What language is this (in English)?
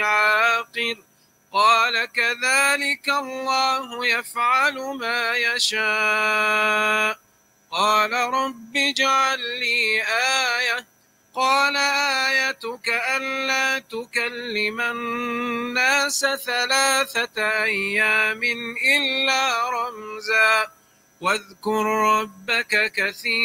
Arabic